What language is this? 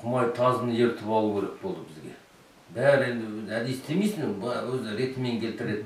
Kazakh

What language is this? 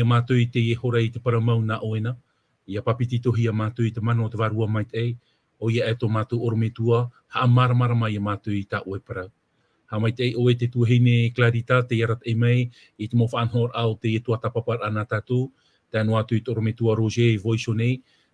Tahitian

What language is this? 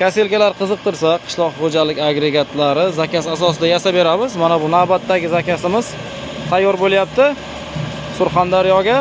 Uzbek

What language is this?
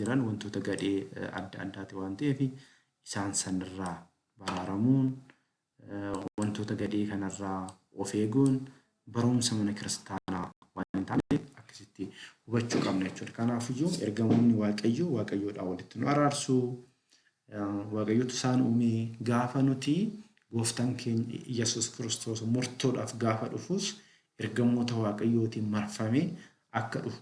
Oromo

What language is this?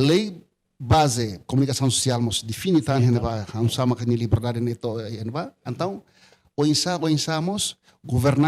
Tetum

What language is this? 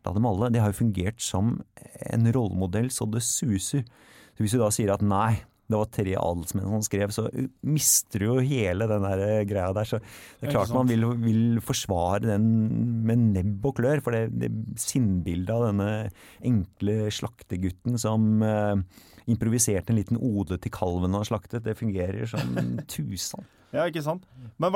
Norwegian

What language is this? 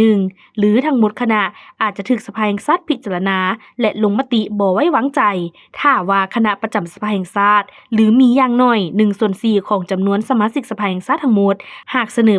Lao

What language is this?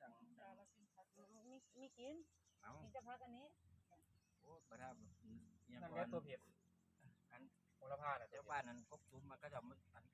Northeastern Thai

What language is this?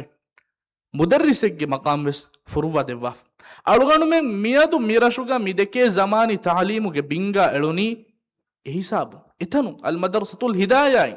Divehi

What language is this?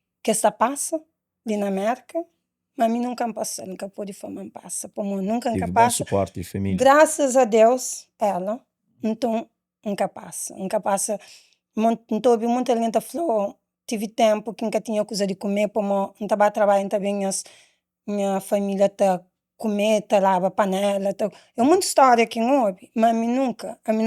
Kabuverdianu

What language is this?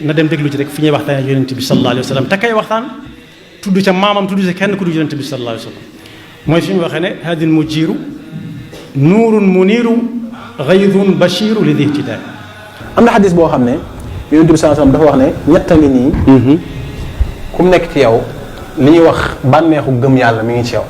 Wolof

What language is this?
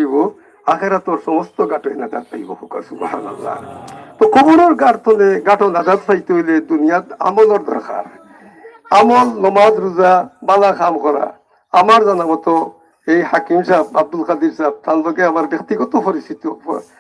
Sylheti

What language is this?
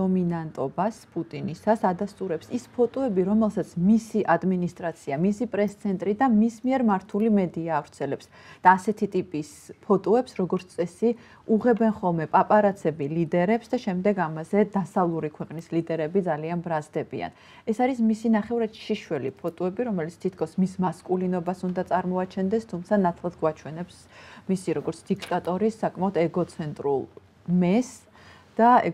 Georgian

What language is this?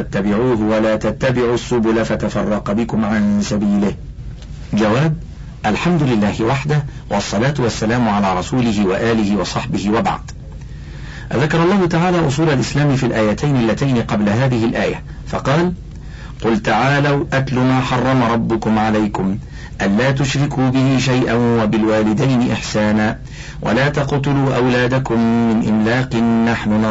Arabic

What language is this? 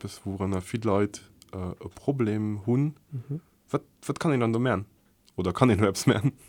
Luxembourgish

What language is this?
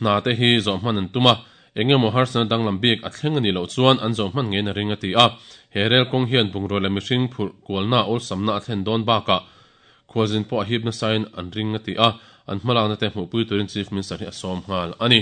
Mizo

